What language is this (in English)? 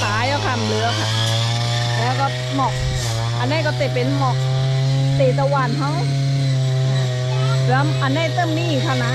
Shan